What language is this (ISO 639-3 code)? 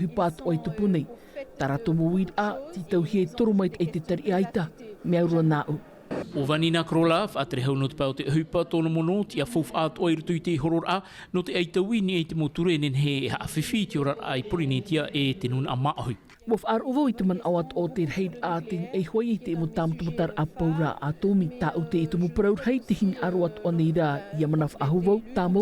tah